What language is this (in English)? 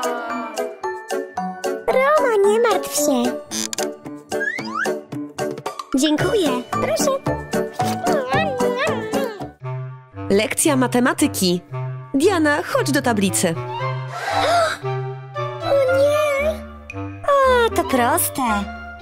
Polish